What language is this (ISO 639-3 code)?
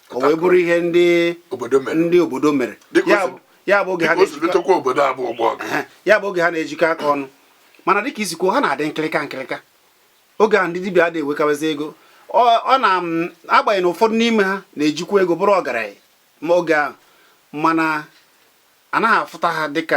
ibo